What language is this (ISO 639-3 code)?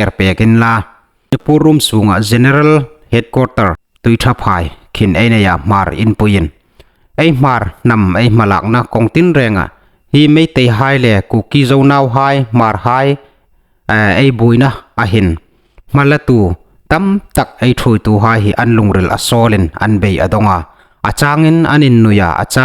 hmr